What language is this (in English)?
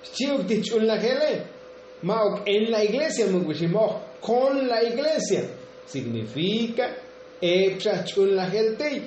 Tzotzil